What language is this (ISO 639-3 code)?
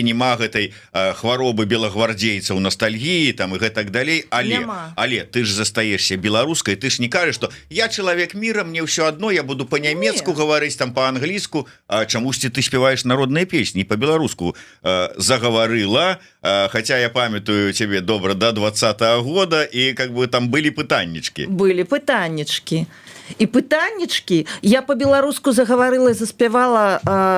bel